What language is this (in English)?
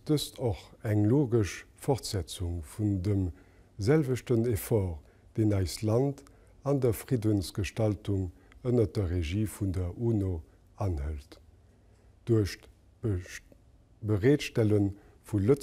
Luxembourgish